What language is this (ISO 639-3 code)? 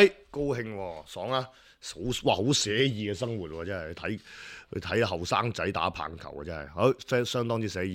yue